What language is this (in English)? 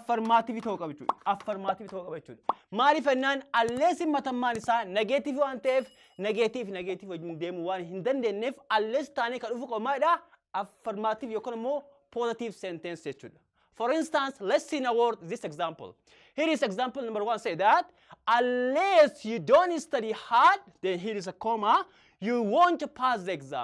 Oromo